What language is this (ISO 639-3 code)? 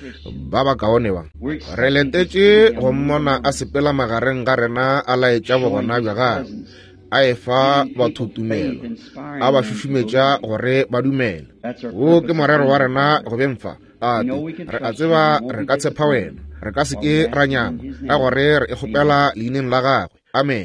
nso